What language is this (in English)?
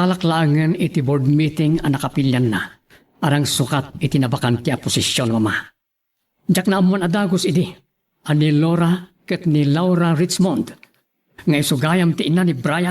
Iloko